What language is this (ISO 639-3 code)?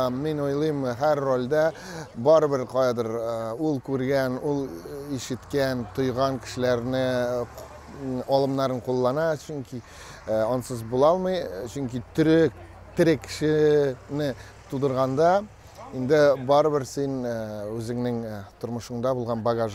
tat